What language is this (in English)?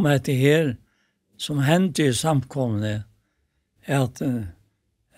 Faroese